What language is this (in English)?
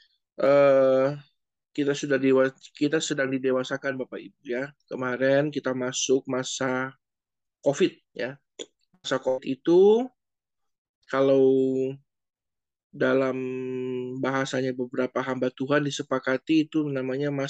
Indonesian